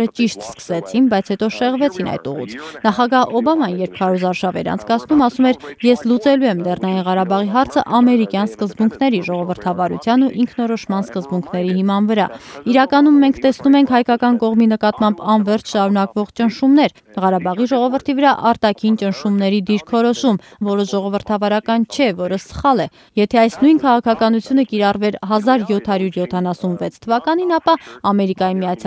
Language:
Armenian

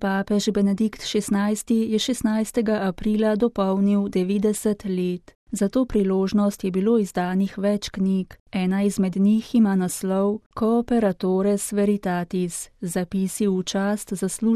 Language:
Slovenian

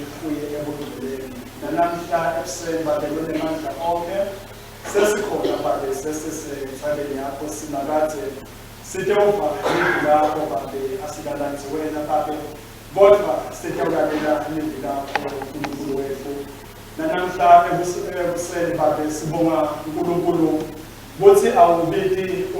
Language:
Swati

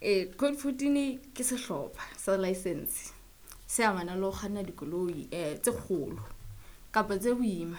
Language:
Southern Sotho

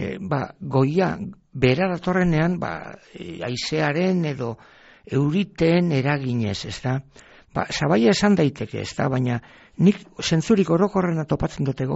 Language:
Basque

